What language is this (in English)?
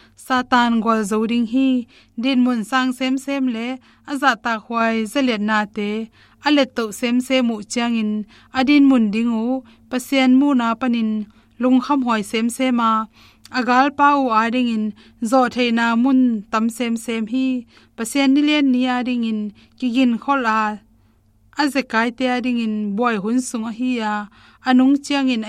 Tedim Chin